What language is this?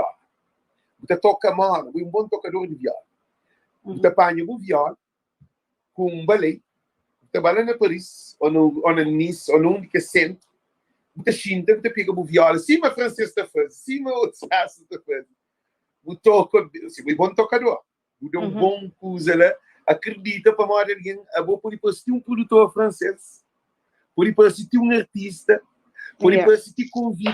Kabuverdianu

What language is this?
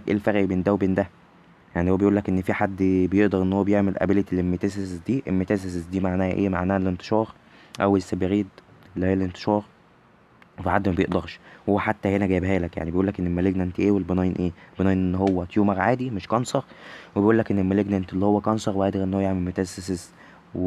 Egyptian Arabic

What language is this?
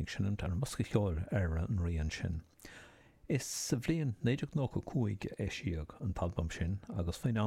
Irish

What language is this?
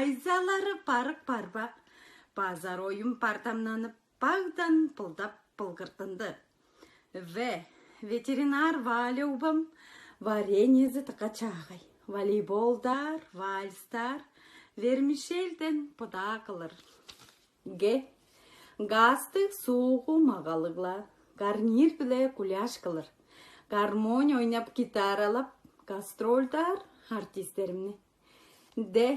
Tuvinian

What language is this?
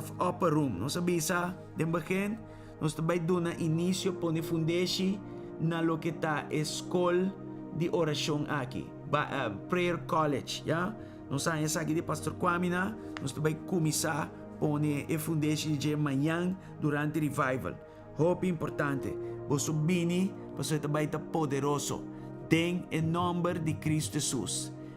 Papiamento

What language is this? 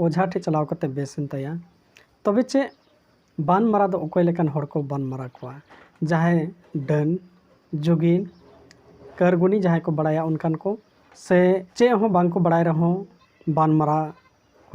Santali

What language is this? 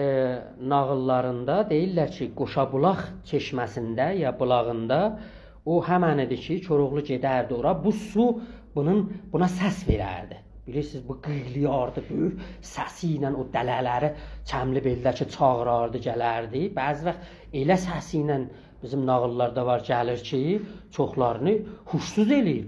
South Azerbaijani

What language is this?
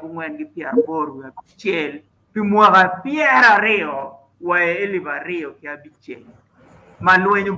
Acoli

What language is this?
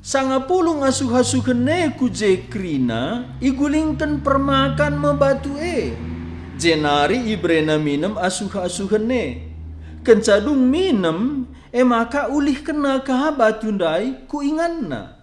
Batak Karo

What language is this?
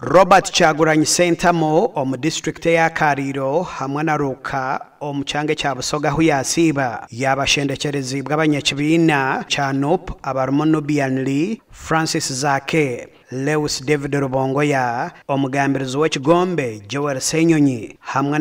Nyankole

